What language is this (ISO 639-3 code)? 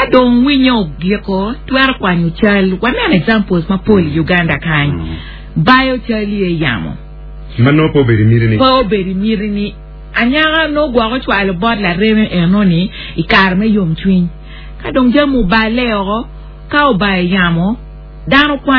ach